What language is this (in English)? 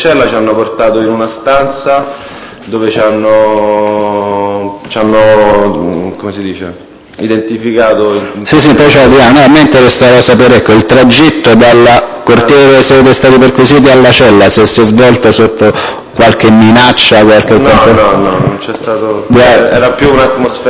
Italian